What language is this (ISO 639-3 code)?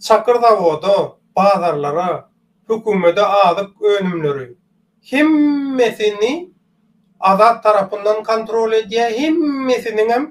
tuk